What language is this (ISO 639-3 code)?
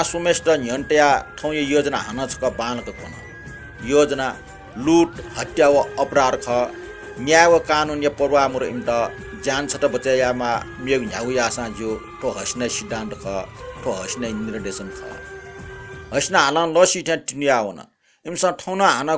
new